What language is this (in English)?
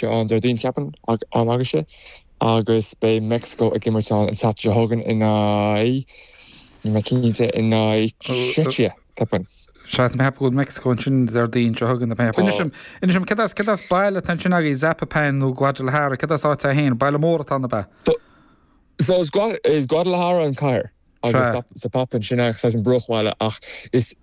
Irish